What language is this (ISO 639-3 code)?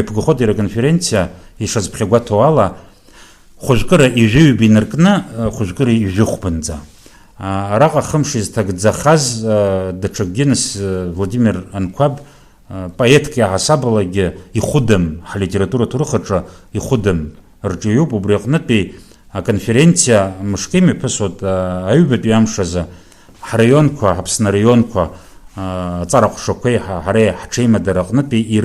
abk